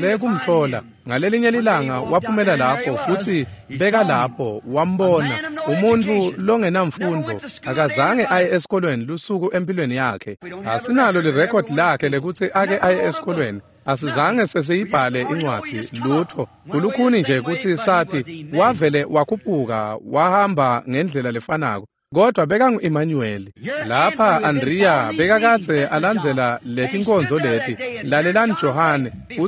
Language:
Swati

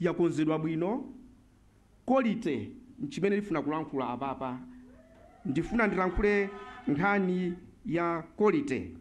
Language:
Nyanja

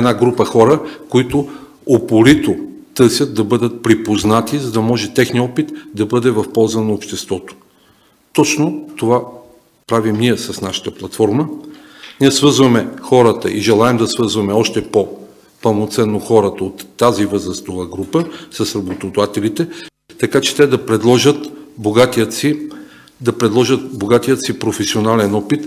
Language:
Bulgarian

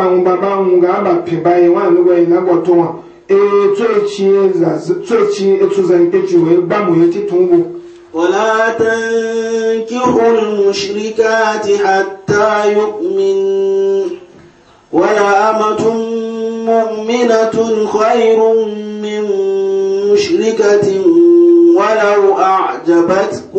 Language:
Igbo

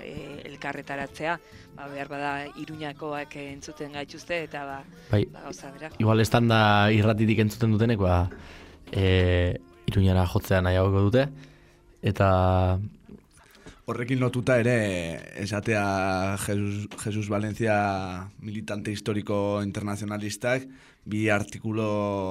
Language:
Basque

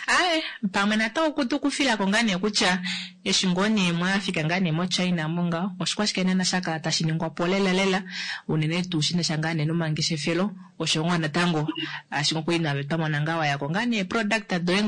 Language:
Kuanyama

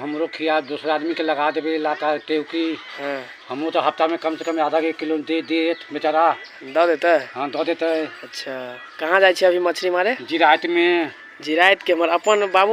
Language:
Maithili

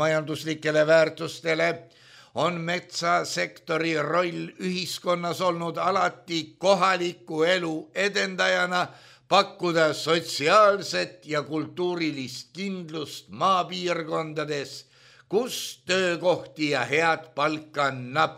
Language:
Estonian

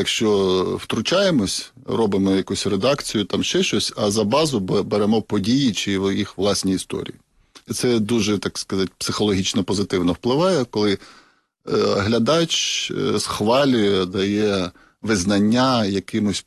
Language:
Ukrainian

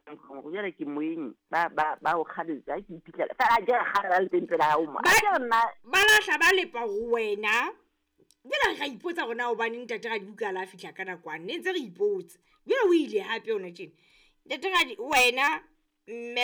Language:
Southern Sotho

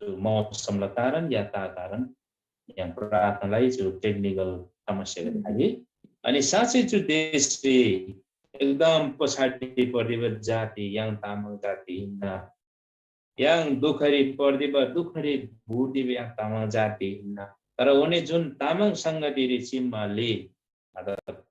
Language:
Eastern Tamang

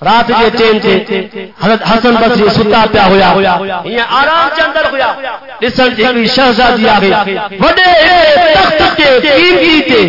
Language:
Saraiki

